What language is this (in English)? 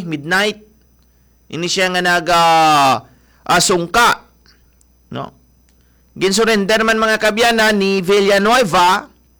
Hiligaynon